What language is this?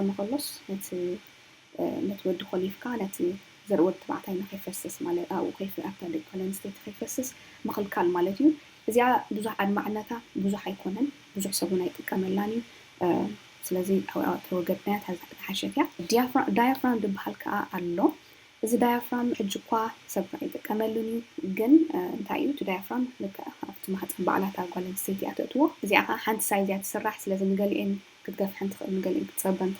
Tigrinya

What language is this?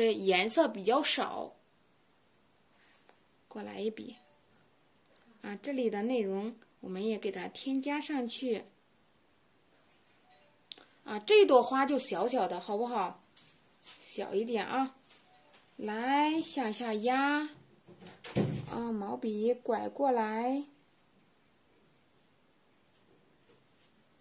Chinese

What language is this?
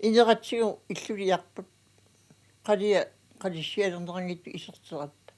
Kalaallisut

